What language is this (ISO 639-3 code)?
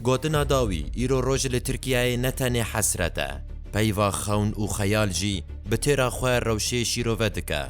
kur